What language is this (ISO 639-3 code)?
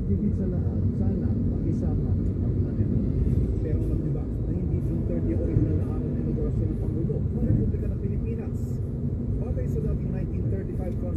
fil